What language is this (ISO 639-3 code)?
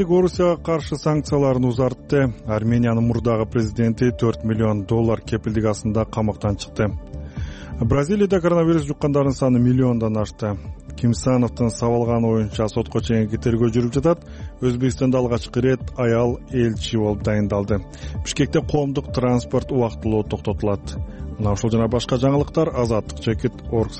kir